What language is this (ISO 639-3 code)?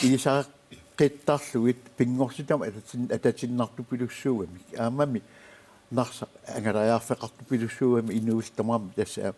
kal